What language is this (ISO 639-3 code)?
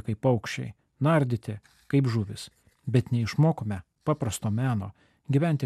lit